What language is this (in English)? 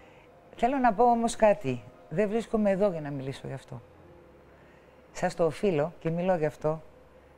Greek